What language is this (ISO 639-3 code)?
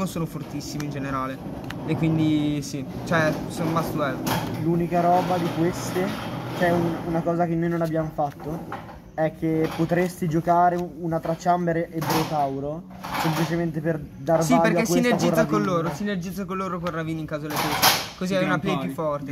ita